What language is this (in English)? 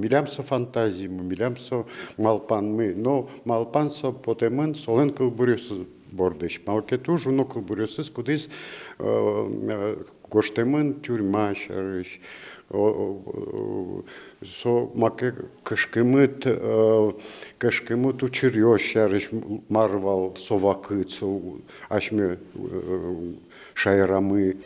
Udmurt